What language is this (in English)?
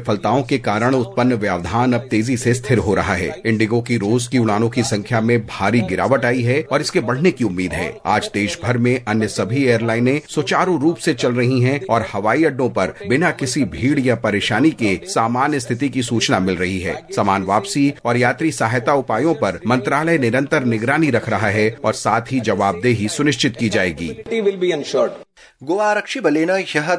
Sanskrit